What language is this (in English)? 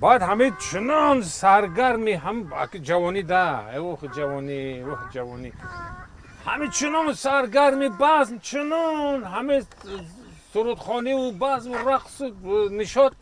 Tajik